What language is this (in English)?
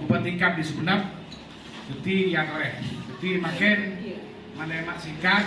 Madurese